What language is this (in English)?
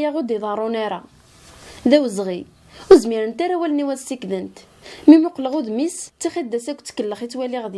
Kabyle